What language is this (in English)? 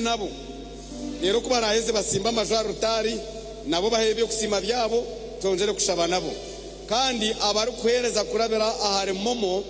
Nyankole